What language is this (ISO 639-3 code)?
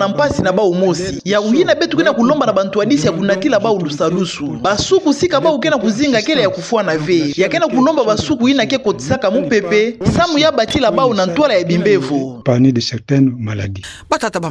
ktu